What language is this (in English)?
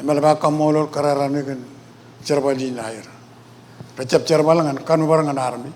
Marshallese